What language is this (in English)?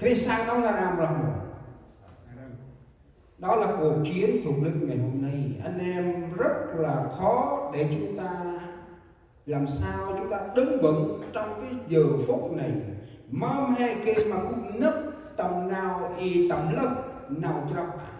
Central Mnong